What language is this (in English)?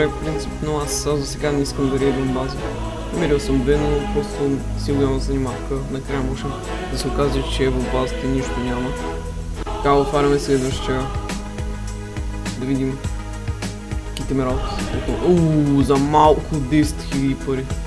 Bulgarian